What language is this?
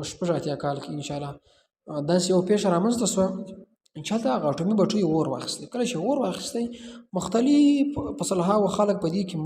Pashto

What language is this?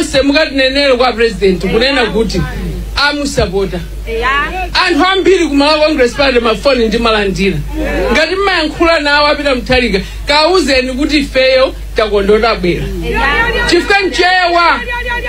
Nyanja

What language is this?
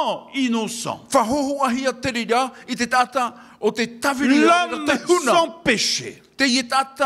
Tahitian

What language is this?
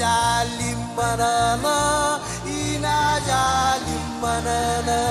Marshallese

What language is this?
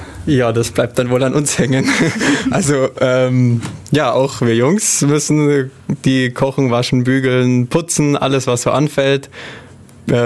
German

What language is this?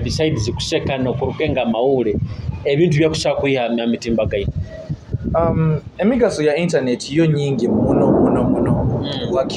Nyoro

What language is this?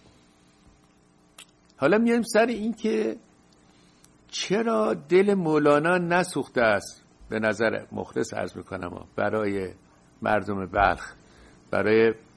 Persian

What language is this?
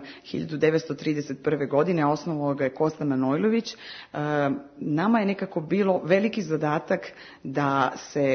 Serbian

